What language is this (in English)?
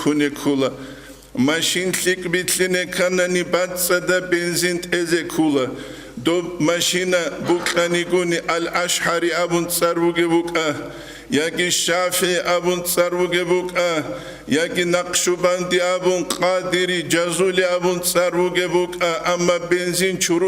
Avaric